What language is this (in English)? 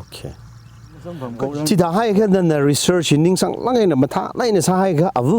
Tangkhul Naga (India)